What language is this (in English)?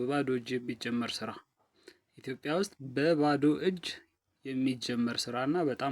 Amharic